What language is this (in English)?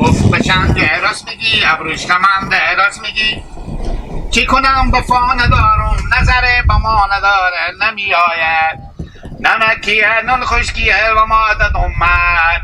Hazaragi